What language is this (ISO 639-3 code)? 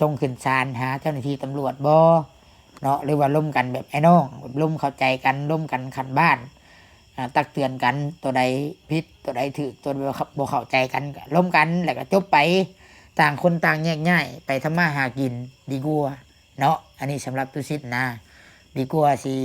lao